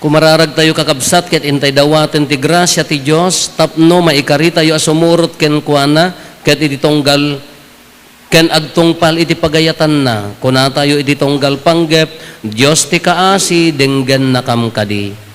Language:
Iloko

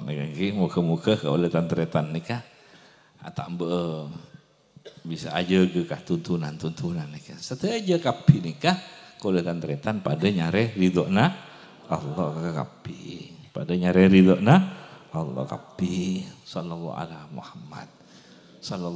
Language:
Madurese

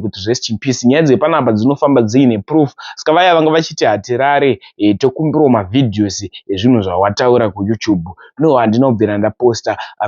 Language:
Shona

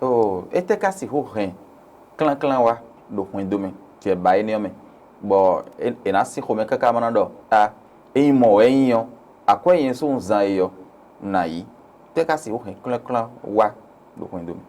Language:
Fon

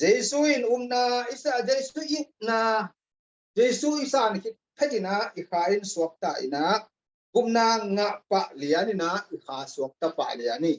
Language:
Tedim Chin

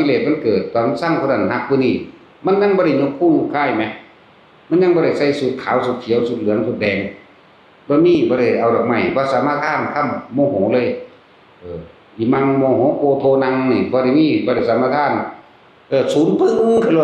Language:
Northeastern Thai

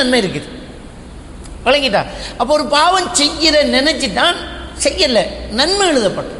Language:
Tamil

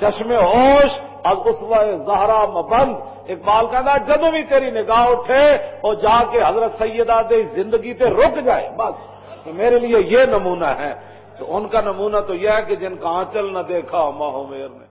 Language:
Western Panjabi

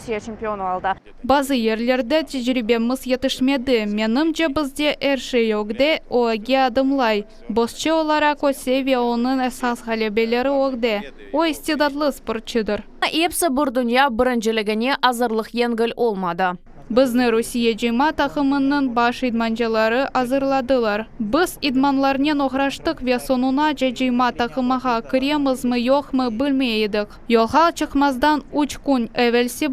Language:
Crimean Tatar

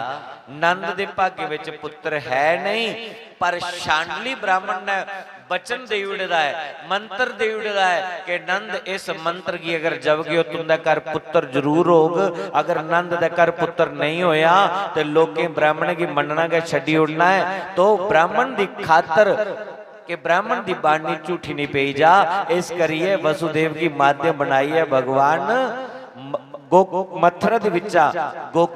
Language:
Dogri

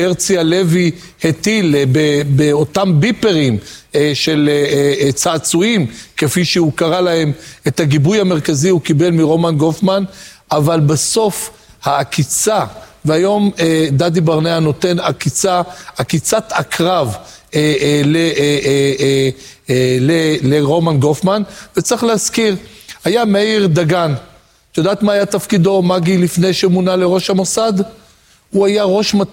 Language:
Hebrew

